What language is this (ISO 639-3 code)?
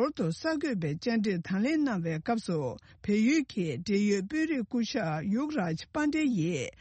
bod